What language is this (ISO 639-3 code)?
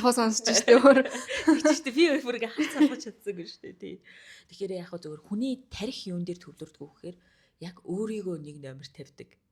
mon